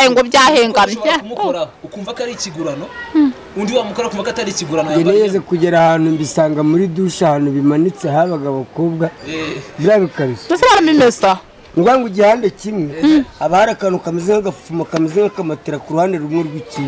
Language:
Kinyarwanda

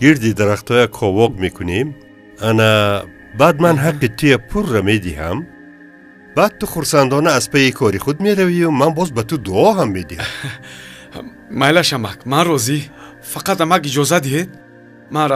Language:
Tajik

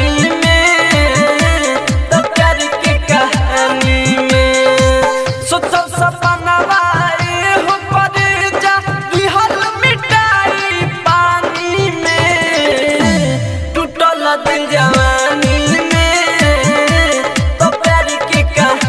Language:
Bhojpuri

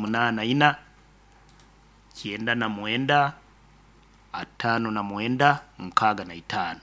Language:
Nyoro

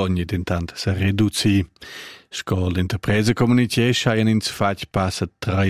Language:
Romansh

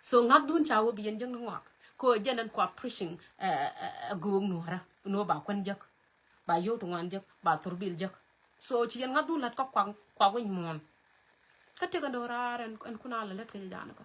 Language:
Nuer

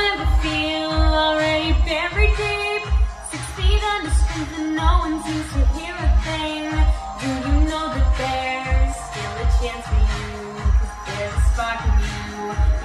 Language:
English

